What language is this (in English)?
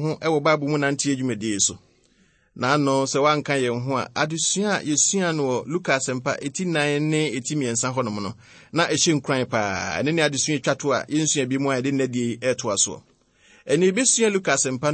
Akan